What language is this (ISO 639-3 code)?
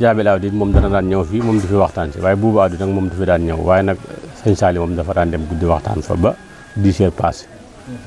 wol